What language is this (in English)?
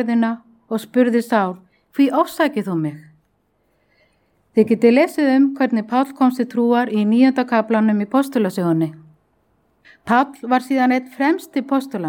Icelandic